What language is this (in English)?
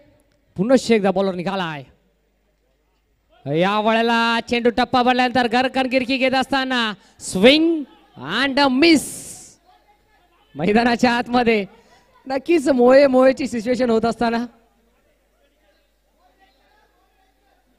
Marathi